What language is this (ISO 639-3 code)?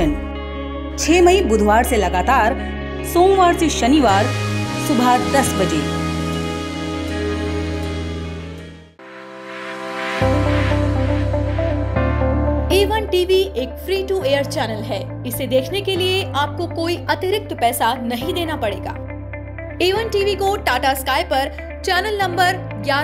hin